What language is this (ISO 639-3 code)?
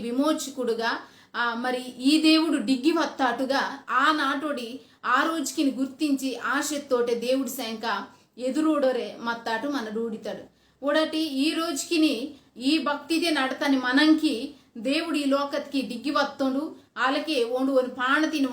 kff